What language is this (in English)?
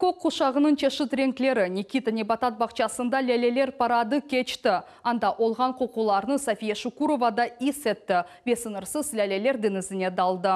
Crimean Tatar